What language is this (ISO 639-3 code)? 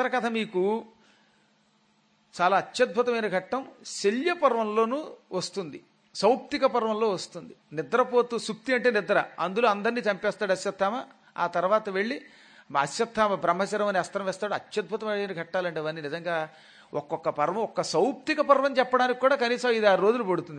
tel